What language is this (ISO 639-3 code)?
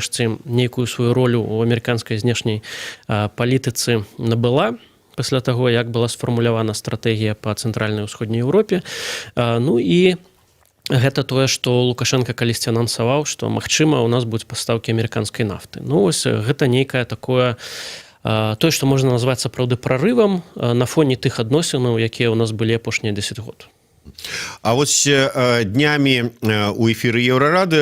bel